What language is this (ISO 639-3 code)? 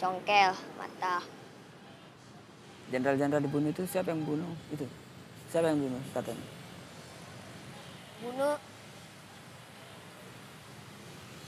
ind